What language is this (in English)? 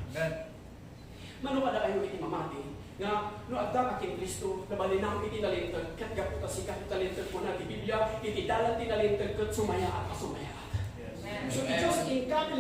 Iloko